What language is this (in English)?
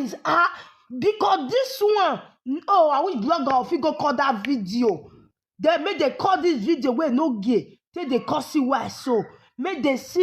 Nigerian Pidgin